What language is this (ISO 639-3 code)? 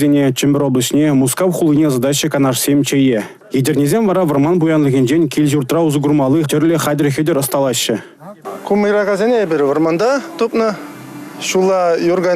chv